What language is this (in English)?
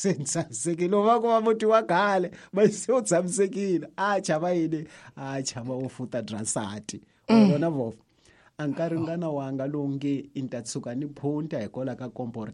Tsonga